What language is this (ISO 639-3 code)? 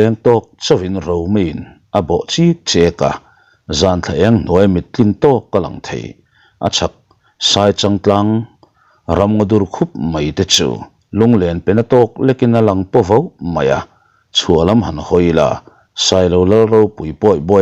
lus